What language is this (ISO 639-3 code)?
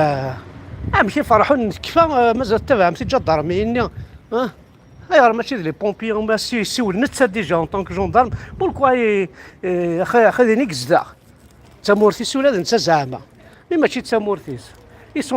kab